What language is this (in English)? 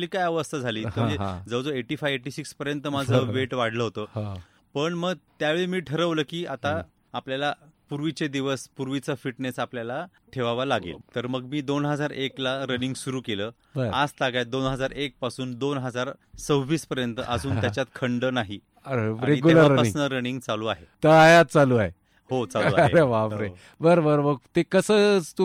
Marathi